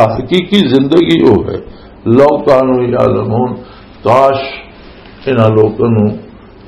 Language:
Western Panjabi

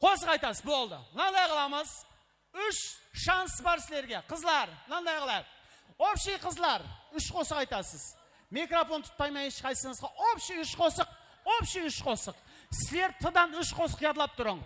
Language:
Kara-Kalpak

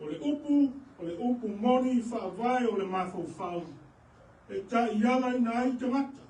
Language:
Samoan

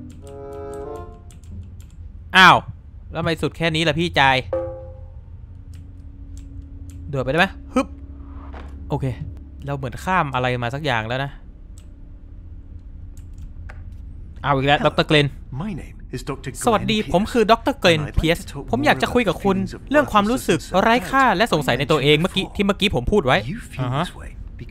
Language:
Thai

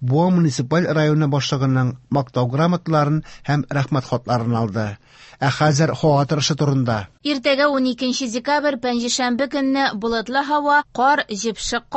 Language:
Tatar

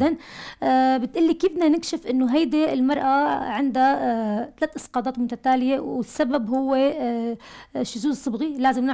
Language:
North Levantine Arabic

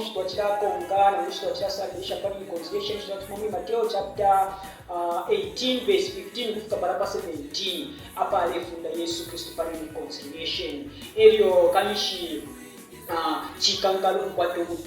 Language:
Bemba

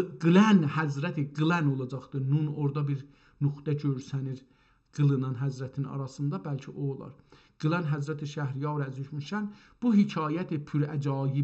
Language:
South Azerbaijani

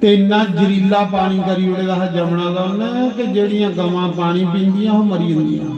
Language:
Dogri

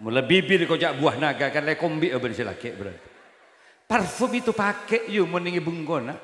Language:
Madurese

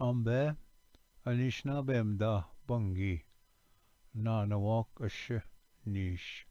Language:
Ojibwa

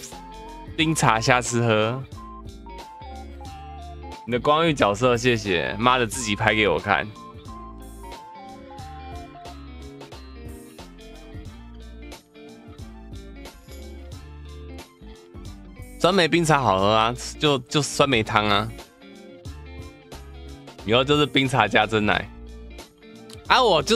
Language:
Chinese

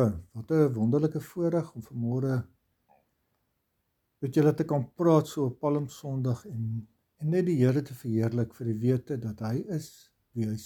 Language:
Afrikaans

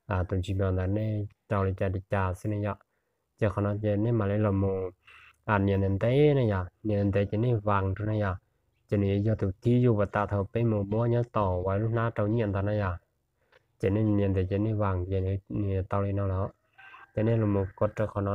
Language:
Hmong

